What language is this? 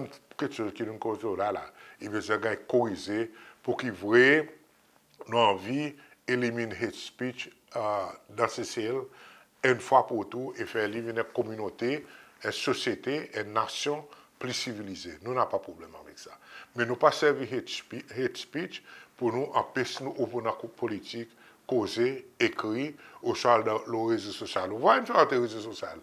Seselwa Creole French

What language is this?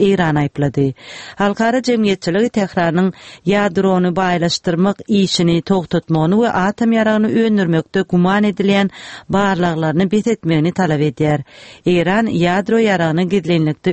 Turkmen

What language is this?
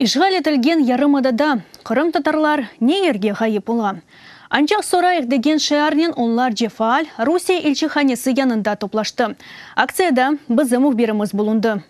Crimean Tatar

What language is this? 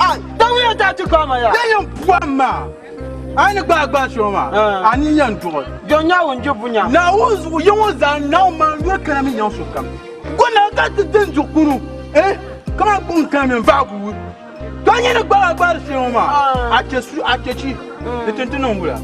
Dagbani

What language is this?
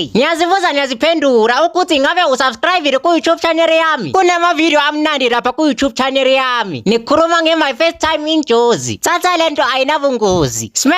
Zulu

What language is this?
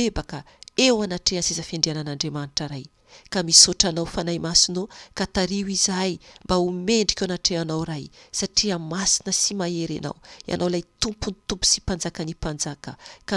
Malagasy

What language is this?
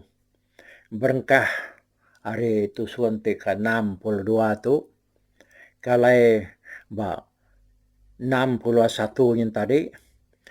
Iban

